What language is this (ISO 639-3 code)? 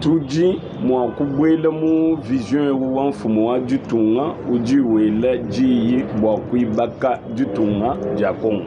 lua